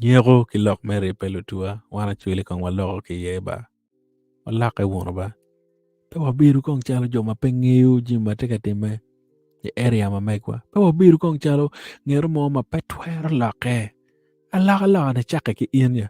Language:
Acoli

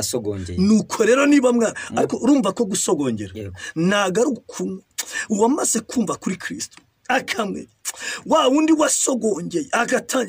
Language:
Kinyarwanda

